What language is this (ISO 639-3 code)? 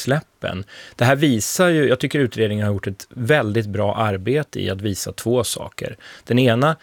swe